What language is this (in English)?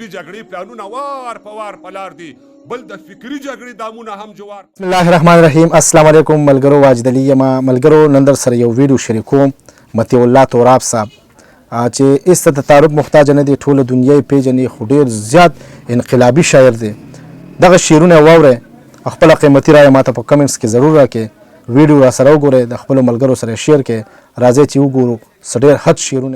Pashto